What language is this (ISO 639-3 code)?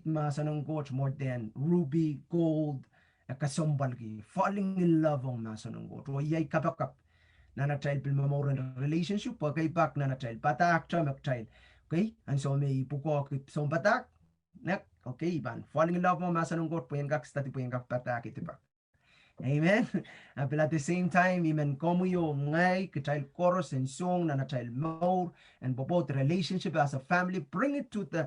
pon